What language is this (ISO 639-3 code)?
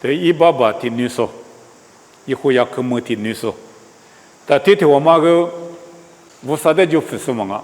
lis